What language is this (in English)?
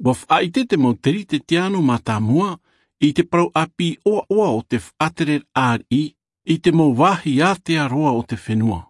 Tahitian